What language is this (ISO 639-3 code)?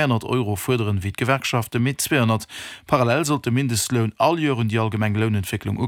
ltz